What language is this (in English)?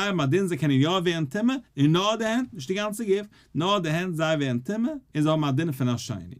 Yiddish